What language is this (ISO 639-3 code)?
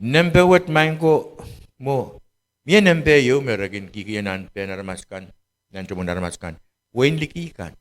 pon